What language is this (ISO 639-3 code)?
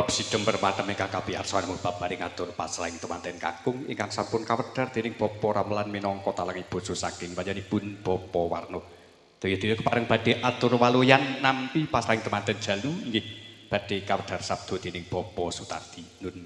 jav